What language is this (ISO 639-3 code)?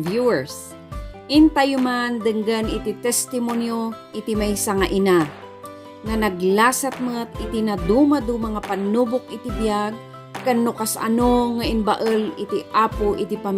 ilo